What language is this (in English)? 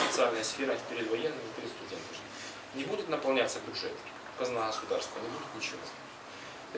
Russian